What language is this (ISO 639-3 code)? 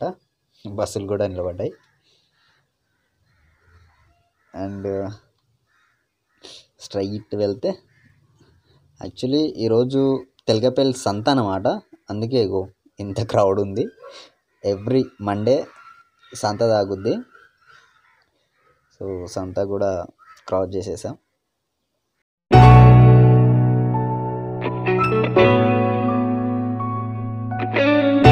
tel